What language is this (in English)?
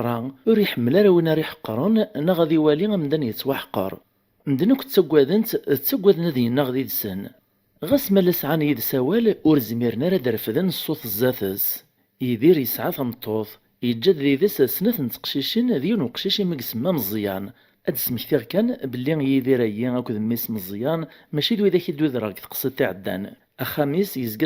Kabyle